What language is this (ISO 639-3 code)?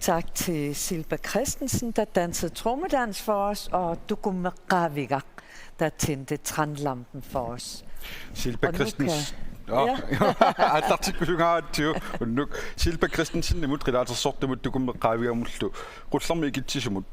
kal